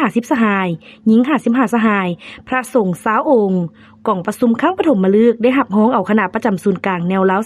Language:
Lao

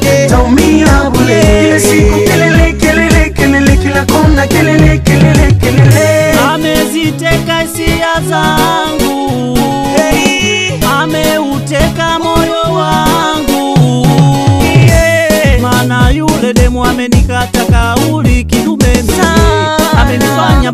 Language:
Swahili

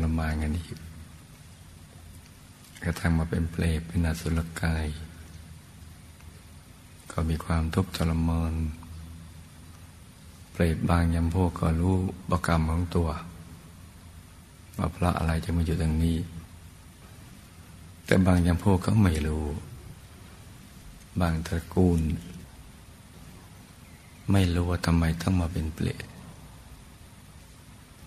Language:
Thai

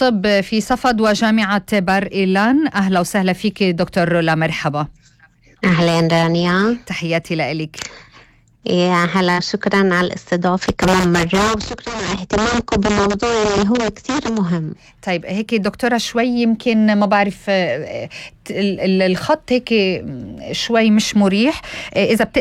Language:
North Levantine Arabic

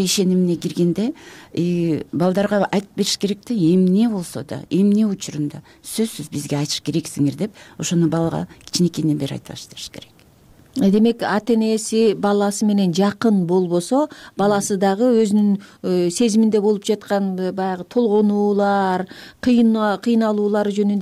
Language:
Kyrgyz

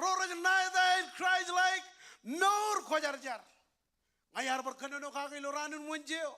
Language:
Marshallese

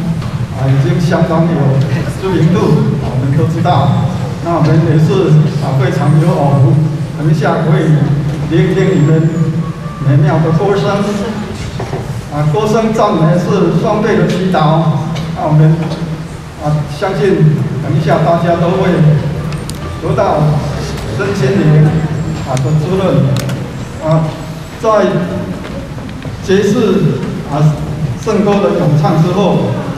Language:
Chinese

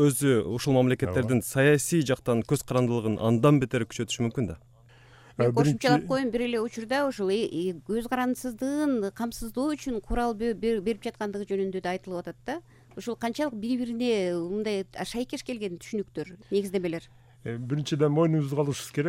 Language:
Kyrgyz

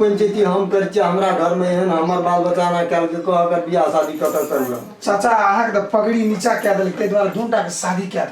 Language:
Maithili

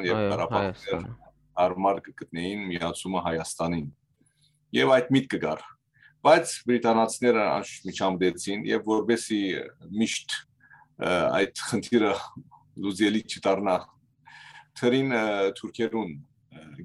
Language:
Western Armenian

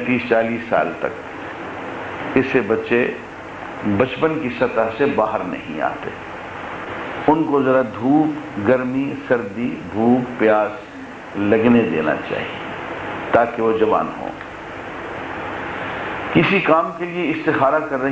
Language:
Urdu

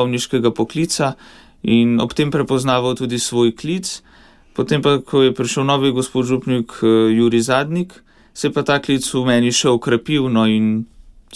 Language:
Slovenian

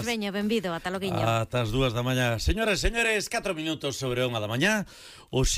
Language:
Galician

